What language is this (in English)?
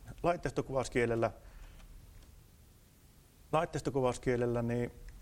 Finnish